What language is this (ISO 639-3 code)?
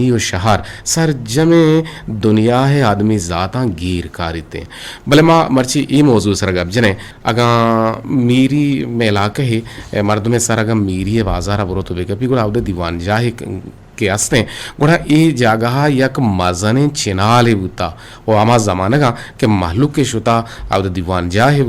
bgp